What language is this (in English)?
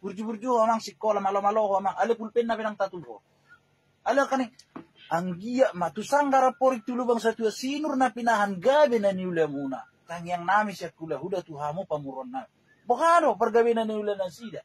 Batak Toba